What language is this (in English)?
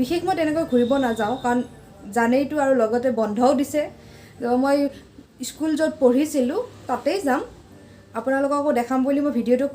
Assamese